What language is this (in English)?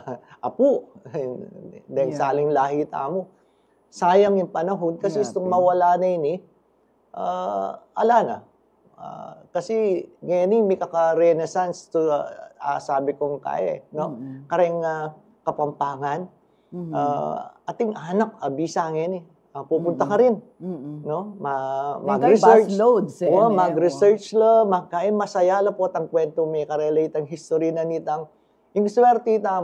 Pampanga